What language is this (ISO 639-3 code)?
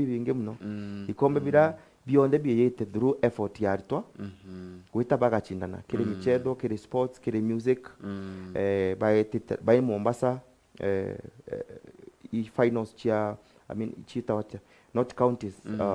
mer